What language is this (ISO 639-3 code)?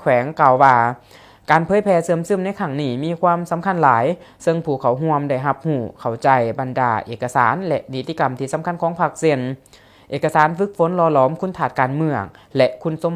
lao